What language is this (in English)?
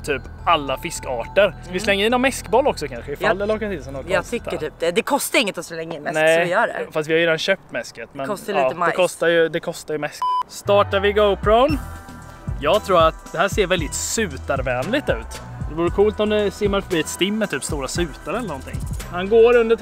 Swedish